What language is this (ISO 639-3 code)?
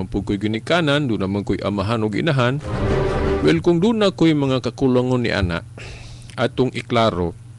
ceb